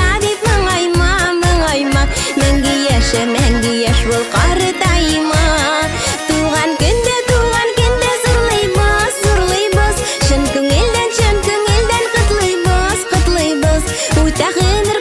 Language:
Bashkir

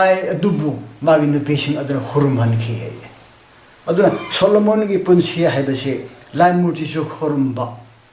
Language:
Manipuri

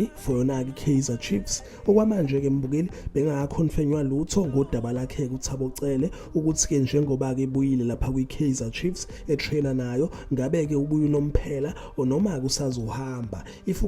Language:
Zulu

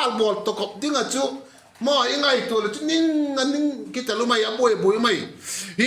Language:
Vaiphei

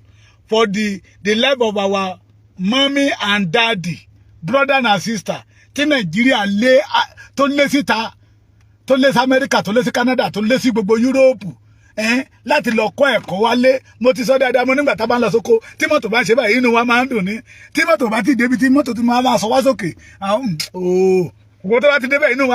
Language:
Yoruba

